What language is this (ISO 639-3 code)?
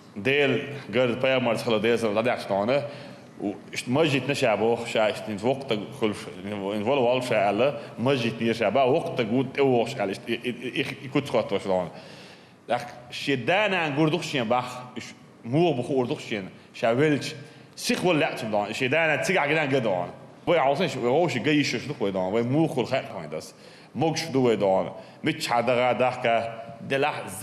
che